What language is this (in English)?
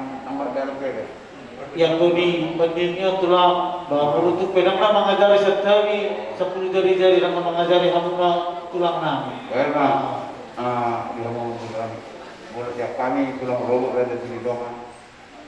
Batak Toba